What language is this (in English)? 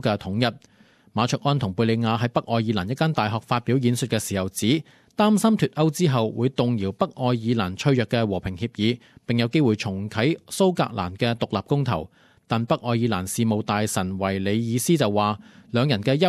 Cantonese